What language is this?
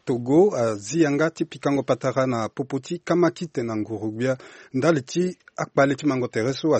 Sango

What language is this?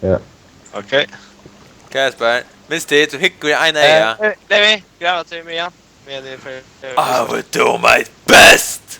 Faroese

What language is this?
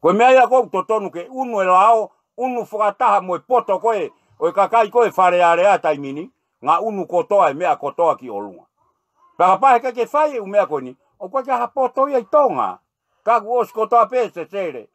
Tongan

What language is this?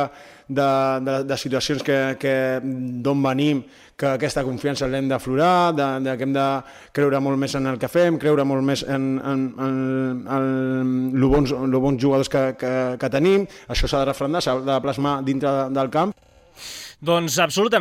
Catalan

